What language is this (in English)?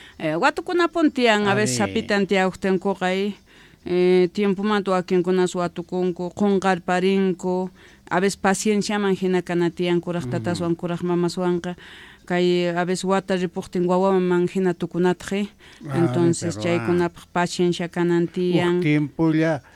South Bolivian Quechua